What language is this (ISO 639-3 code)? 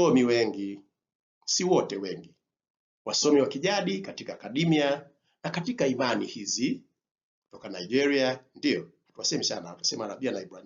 swa